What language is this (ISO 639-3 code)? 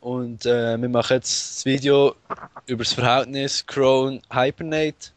gsw